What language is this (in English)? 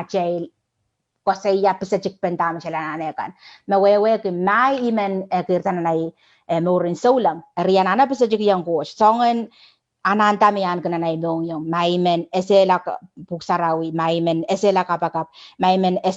Pohnpeian